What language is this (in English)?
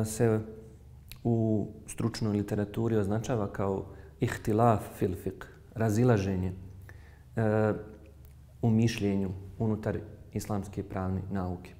Bosnian